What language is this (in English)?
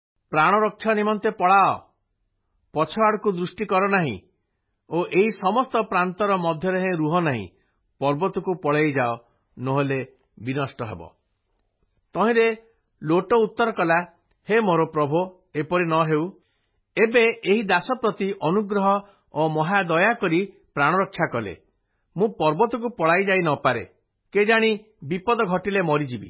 Odia